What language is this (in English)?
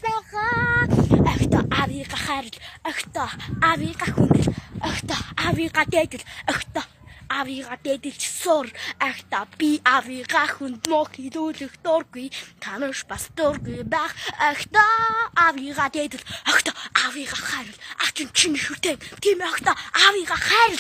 Mongolian